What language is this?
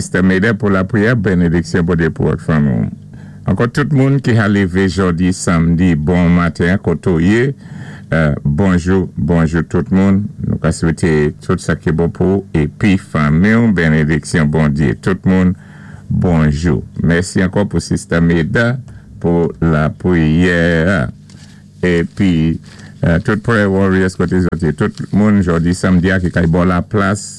Saint Lucian Creole French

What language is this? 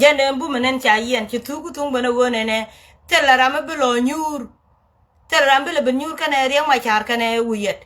Nuer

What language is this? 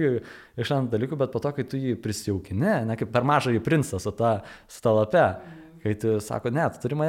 Lithuanian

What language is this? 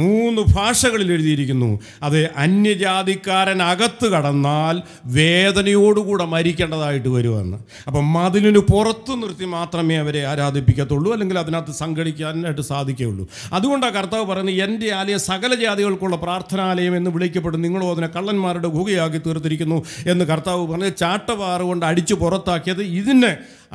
Malayalam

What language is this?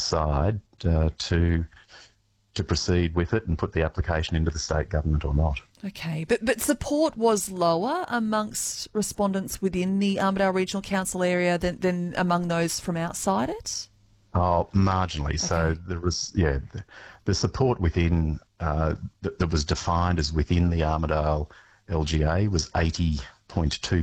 English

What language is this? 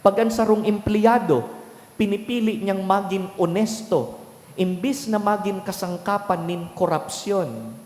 Bikol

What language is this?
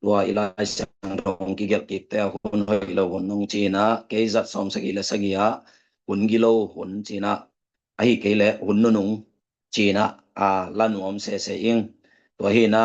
Tedim Chin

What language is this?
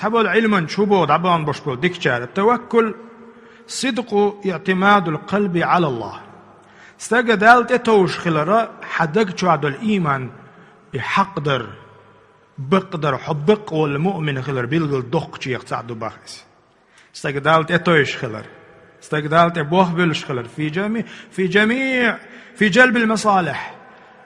Chechen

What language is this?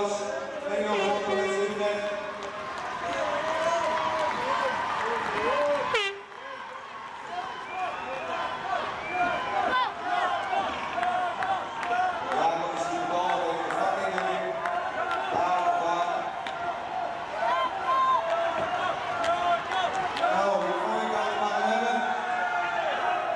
Dutch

